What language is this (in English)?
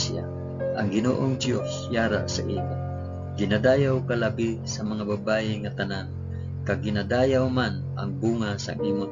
Hiligaynon